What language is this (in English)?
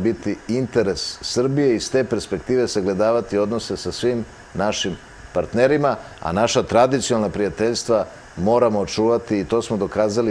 Serbian